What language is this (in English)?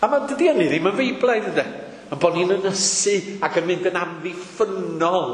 Welsh